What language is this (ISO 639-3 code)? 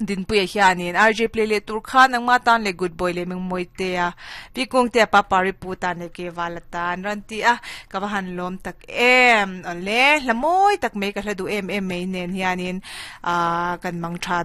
lus